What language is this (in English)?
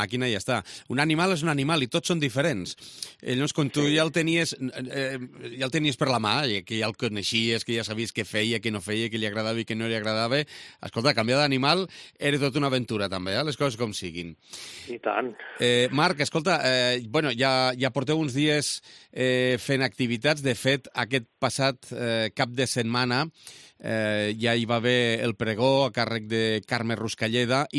Catalan